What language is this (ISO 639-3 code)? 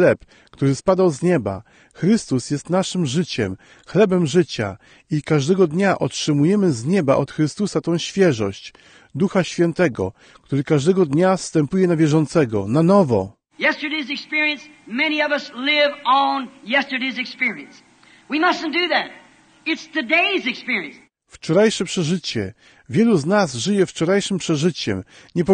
pol